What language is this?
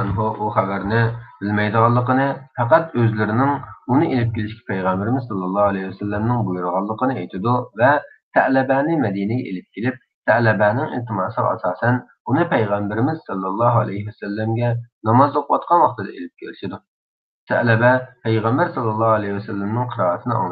Uyghur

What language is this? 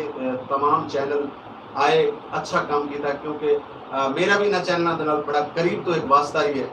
Saraiki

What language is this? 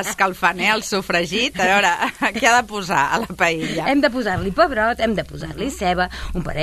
Catalan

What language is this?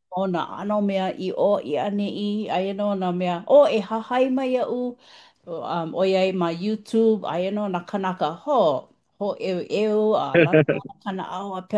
Hawaiian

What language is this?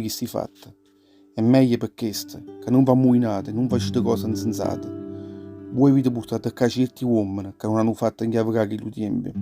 Neapolitan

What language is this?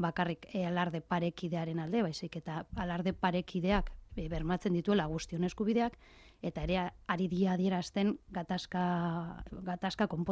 Basque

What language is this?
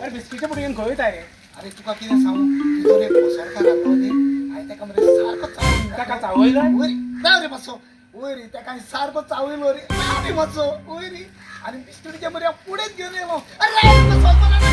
Konkani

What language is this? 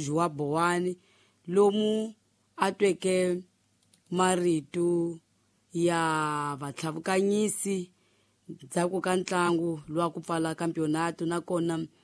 Tsonga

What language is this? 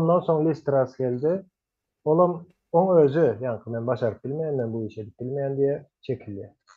Turkmen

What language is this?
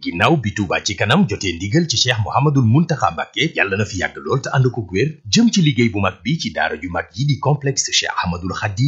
Wolof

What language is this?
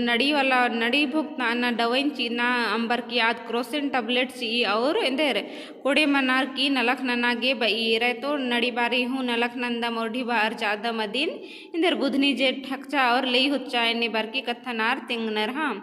Kurukh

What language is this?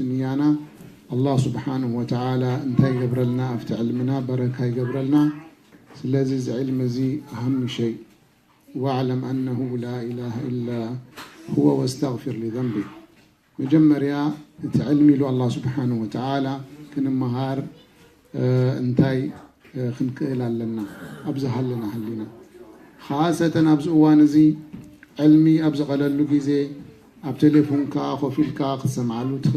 Tigrinya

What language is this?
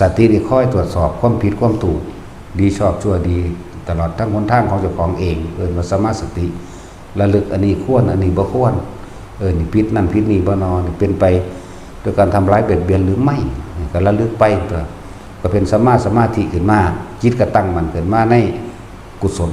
Lao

